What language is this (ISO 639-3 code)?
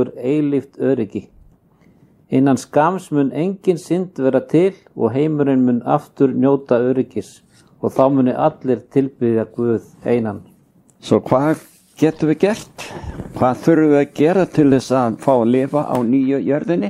isl